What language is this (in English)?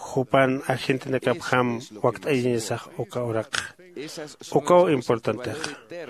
Aymara